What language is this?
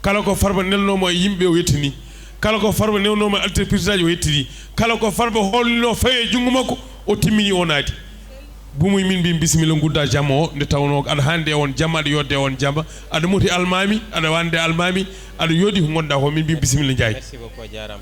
Fula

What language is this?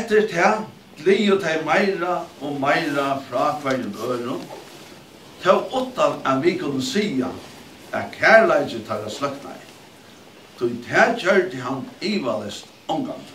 Faroese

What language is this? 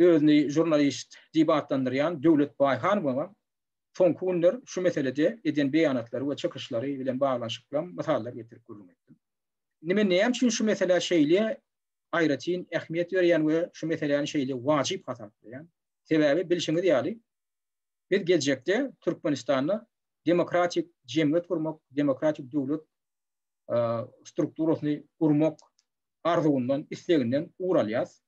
Turkmen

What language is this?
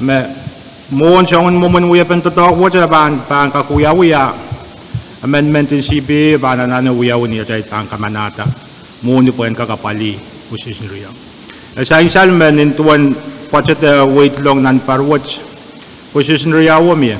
Pohnpeian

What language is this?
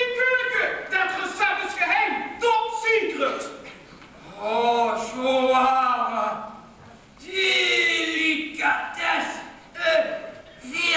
Limburgish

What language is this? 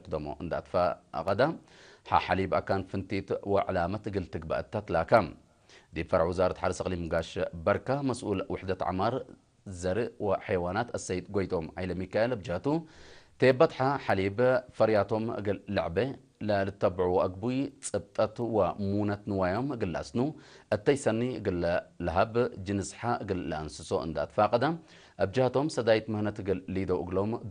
Tigre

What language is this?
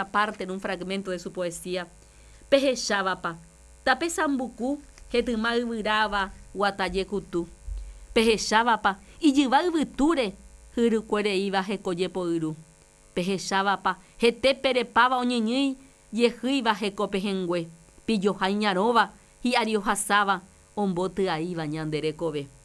Guarani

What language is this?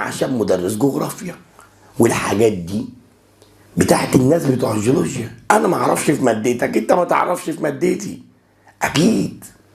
Egyptian Arabic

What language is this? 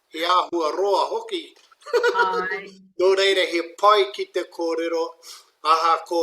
Māori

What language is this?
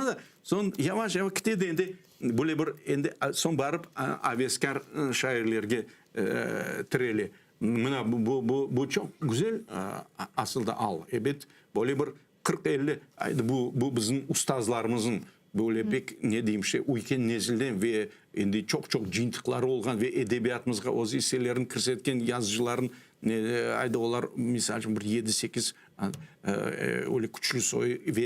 Crimean Tatar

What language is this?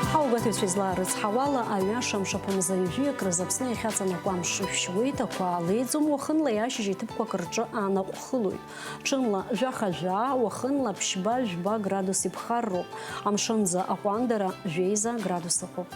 Abkhazian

